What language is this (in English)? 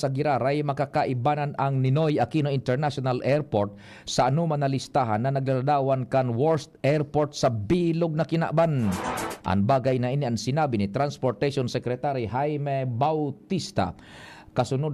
Bikol